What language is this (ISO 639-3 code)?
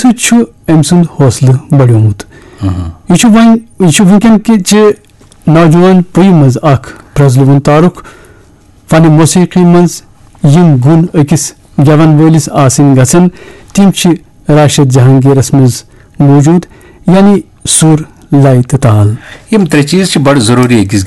kas